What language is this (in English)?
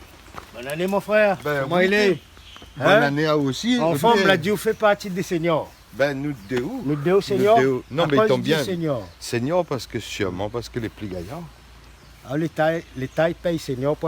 Réunion Creole French